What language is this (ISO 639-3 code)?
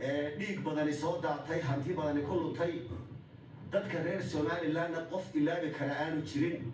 som